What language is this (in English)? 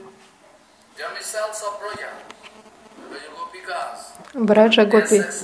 Russian